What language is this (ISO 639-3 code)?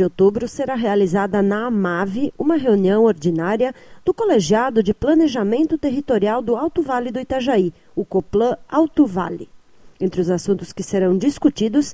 por